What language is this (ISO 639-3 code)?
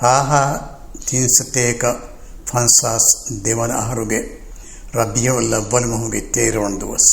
div